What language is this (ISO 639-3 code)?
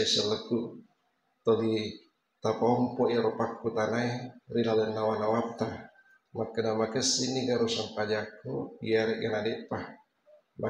bug